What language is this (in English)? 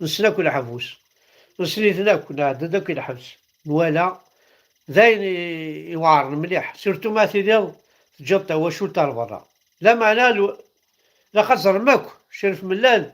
Kabyle